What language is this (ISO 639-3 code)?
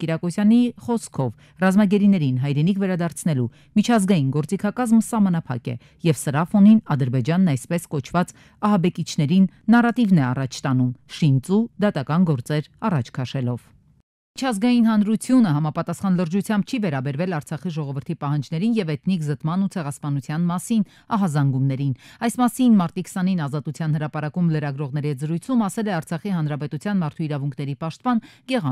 hye